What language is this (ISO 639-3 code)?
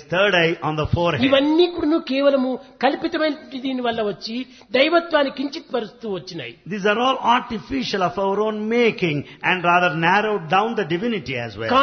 tel